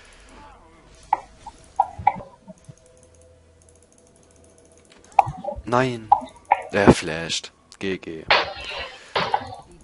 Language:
German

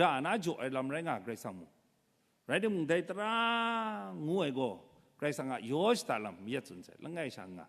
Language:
Kachin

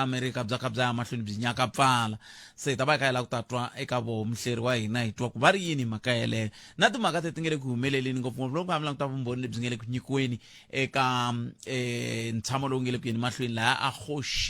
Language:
Tsonga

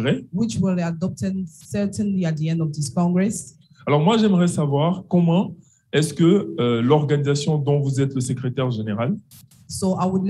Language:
French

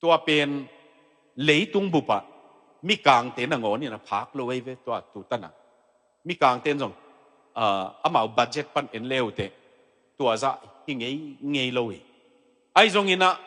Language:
Tedim Chin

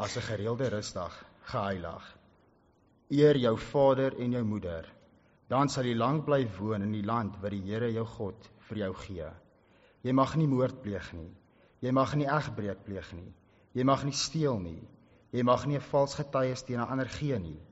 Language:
Afrikaans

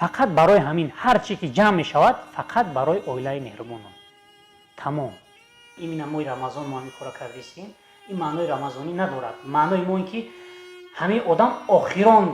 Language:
Tajik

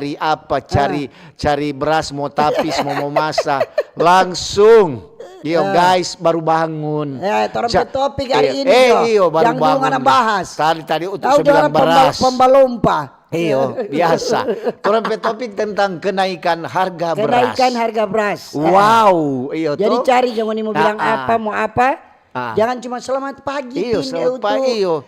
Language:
Manado Malay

